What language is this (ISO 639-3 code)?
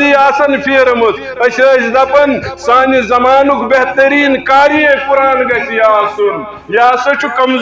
kas